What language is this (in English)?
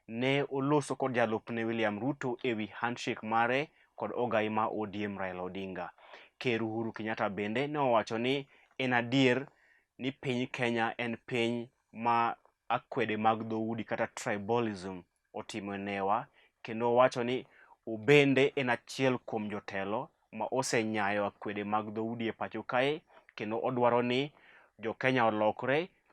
Luo (Kenya and Tanzania)